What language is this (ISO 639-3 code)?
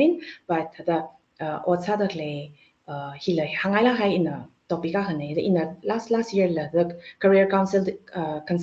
nmf